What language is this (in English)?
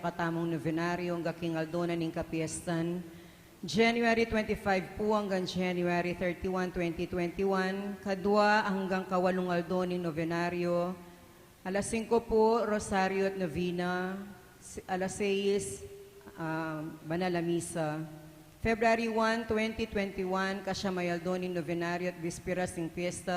Pampanga